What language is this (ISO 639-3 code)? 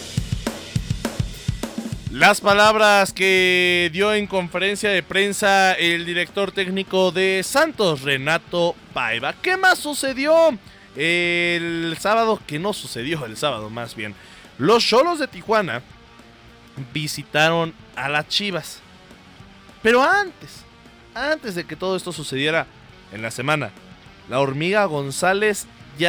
spa